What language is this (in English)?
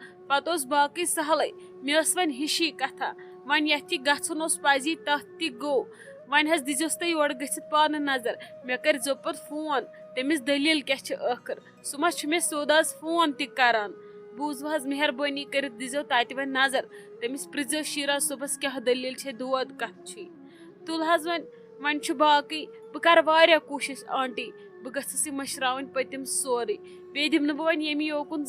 Kashmiri